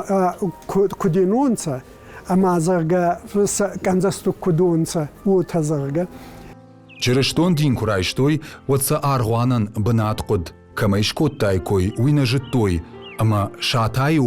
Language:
Ossetic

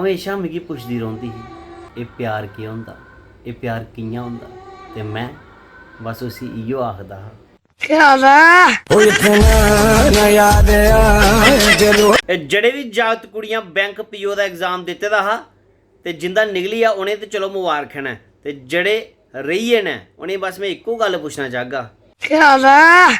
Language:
Dogri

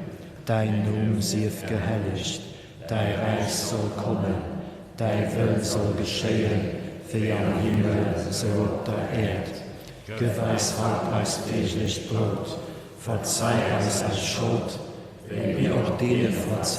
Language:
Luxembourgish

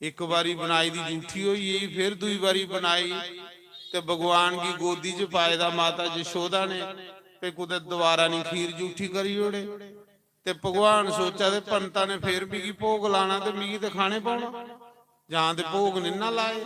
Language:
Dogri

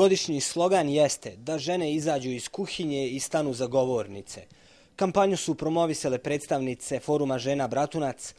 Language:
Bosnian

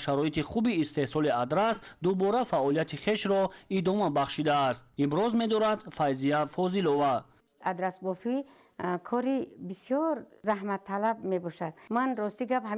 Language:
Tajik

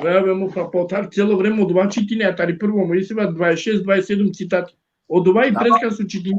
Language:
Balkan Romani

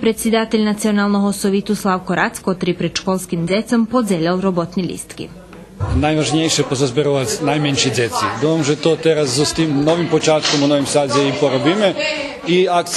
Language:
Rusyn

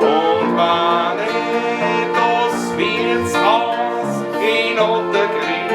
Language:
Bavarian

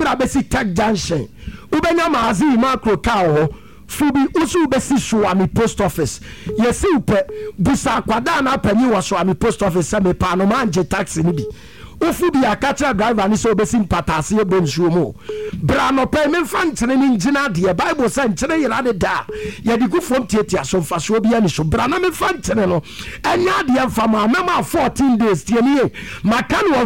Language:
Akan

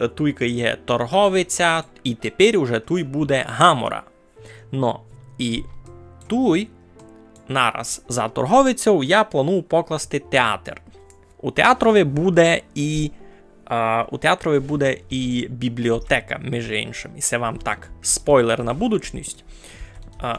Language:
Rusyn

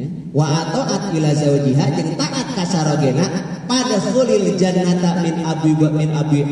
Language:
Sundanese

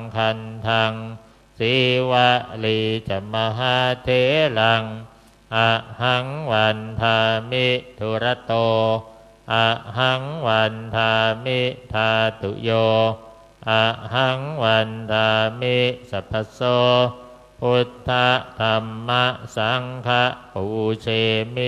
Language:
Pali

